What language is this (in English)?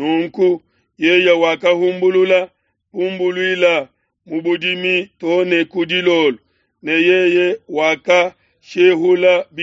Luba-Lulua